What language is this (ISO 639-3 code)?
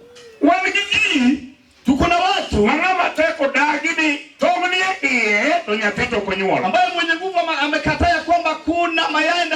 luo